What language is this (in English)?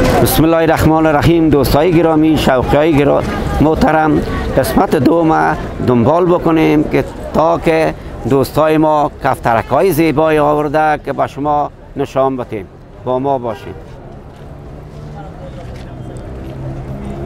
Persian